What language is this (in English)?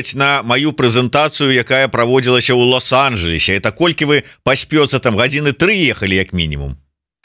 Belarusian